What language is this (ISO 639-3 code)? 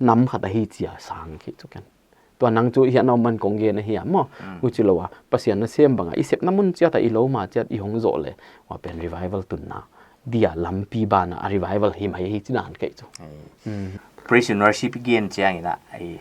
pck